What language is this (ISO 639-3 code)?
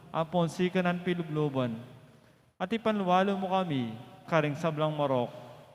pam